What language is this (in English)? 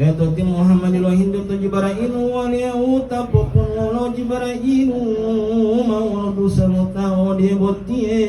Gorontalo